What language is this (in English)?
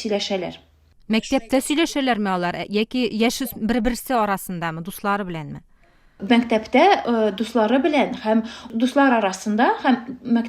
Tatar